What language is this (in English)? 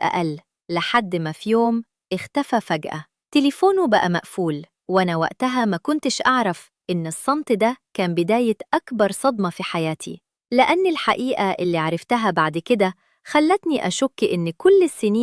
Egyptian Arabic